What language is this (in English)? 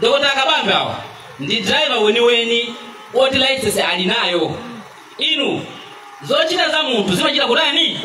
Nyanja